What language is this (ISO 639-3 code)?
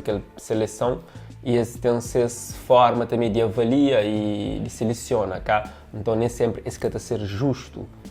kea